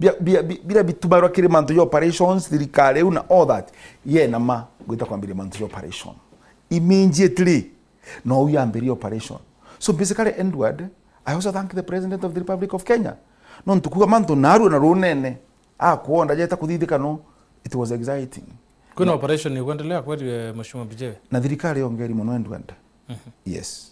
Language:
Meru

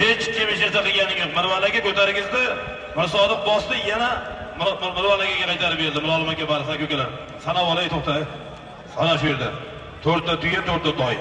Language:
Uzbek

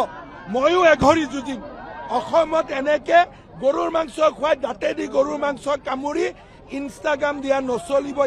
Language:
Assamese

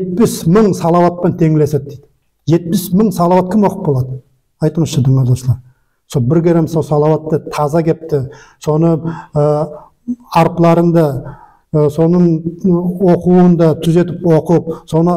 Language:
Nogai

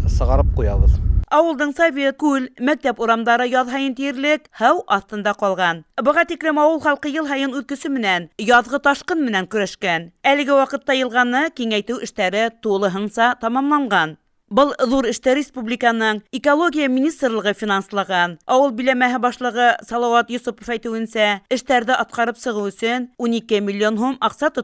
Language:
Bashkir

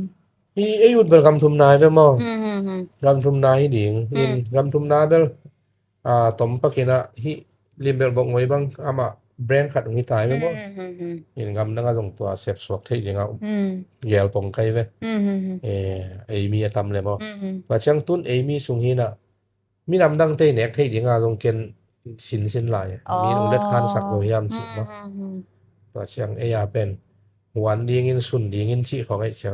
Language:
Tedim Chin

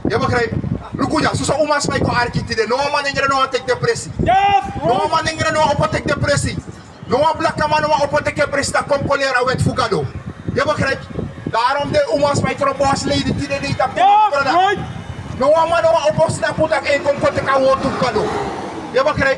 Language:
Sranan Tongo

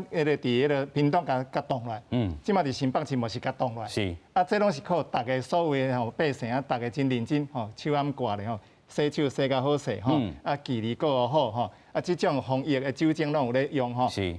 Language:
Min Nan Chinese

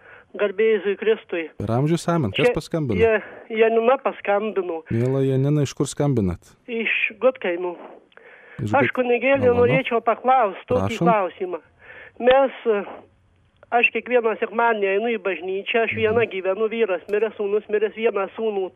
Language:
Lithuanian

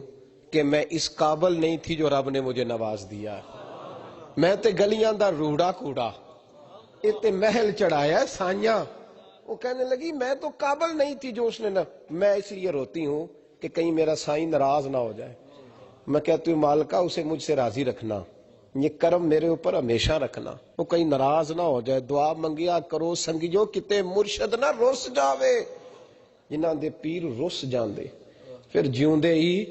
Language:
Western Panjabi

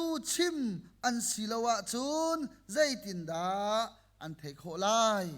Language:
Hakha Chin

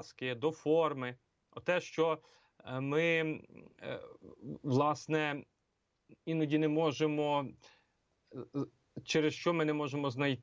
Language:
Ukrainian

